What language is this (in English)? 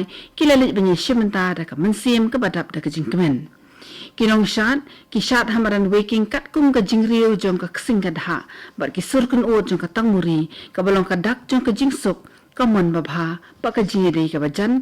Khasi